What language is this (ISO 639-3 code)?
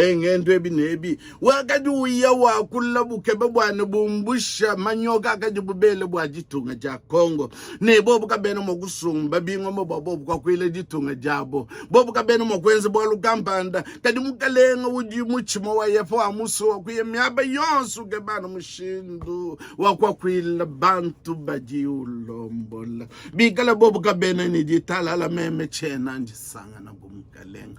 lua